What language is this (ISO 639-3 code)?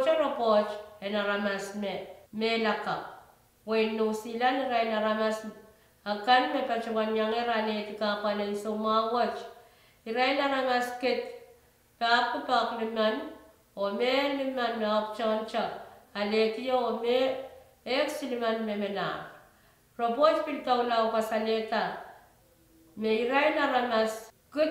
pon